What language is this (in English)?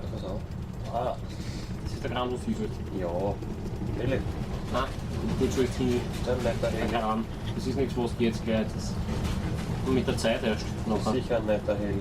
Bavarian